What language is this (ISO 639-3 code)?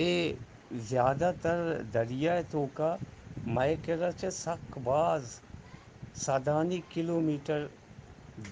bgp